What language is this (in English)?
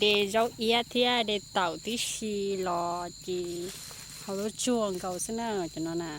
Hmong